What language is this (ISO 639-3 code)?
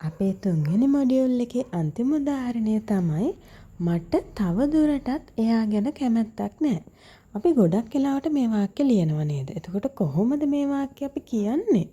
sin